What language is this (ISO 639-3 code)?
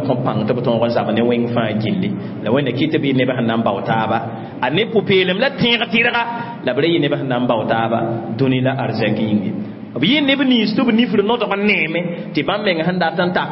mos